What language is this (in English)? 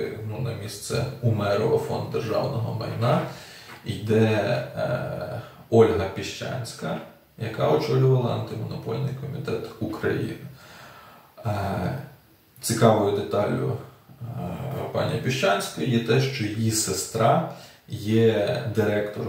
Ukrainian